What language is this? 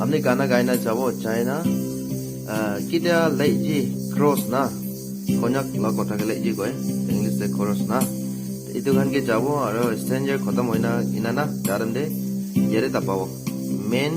Naga Pidgin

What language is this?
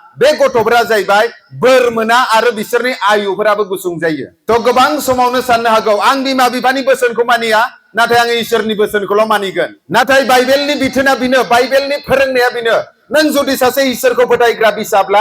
Bodo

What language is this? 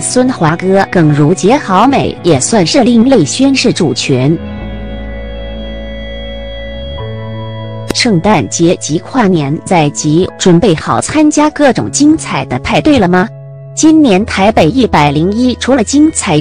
Chinese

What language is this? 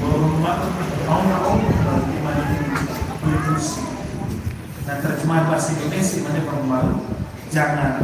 Nias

